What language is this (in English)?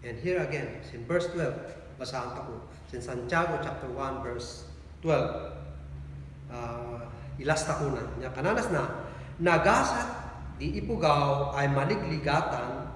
Kankanaey